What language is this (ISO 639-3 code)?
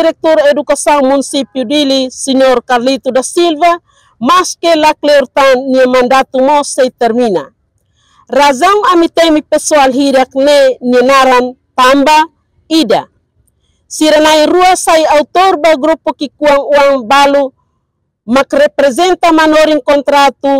tet